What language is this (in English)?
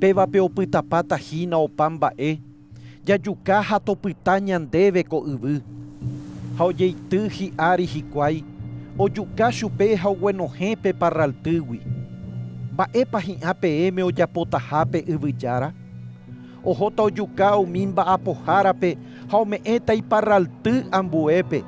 Guarani